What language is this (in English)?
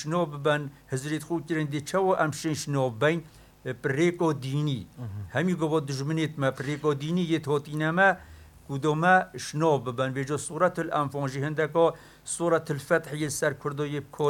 Kurdish